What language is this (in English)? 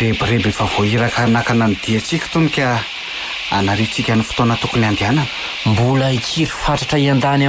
Malagasy